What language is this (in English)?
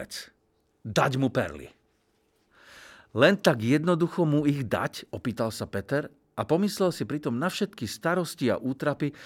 Slovak